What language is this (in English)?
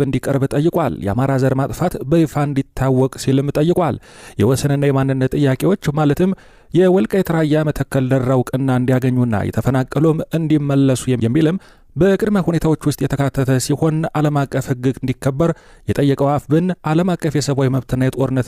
Amharic